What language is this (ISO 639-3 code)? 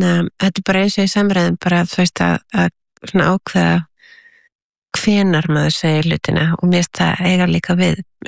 isl